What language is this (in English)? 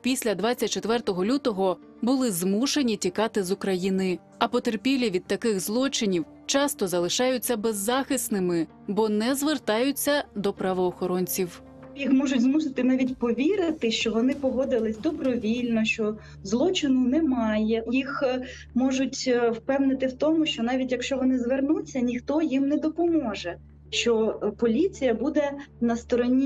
Ukrainian